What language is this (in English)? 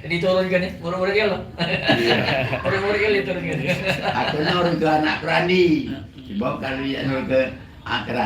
Musi